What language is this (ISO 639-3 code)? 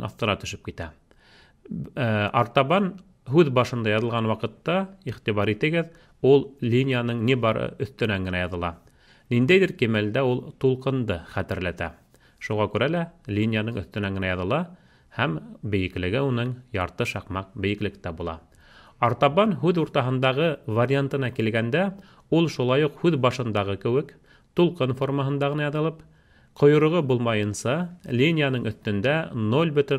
bak